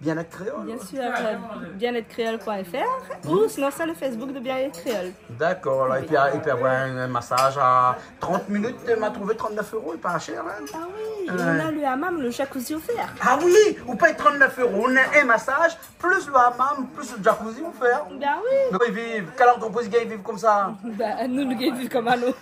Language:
Réunion Creole French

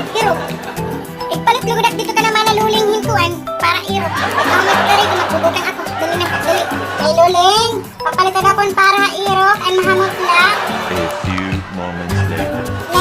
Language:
Waray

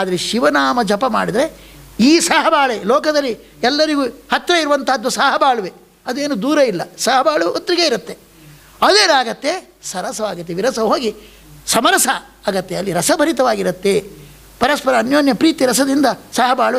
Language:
Kannada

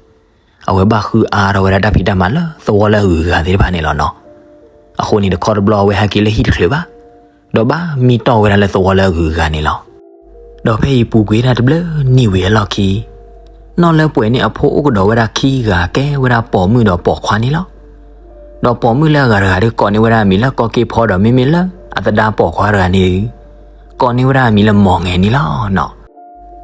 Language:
S'gaw Karen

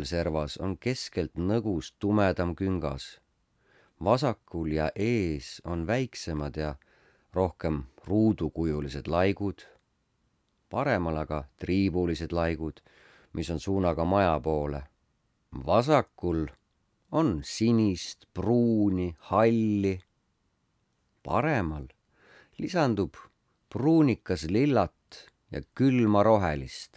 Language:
Estonian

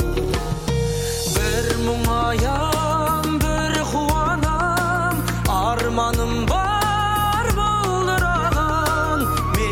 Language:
Kazakh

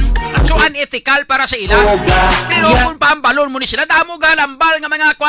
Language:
Hiligaynon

